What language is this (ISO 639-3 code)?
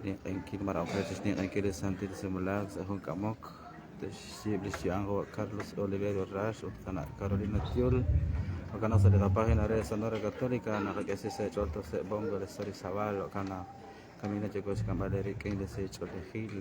kek